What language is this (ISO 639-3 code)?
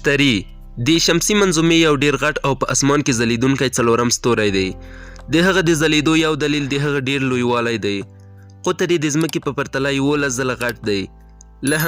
pus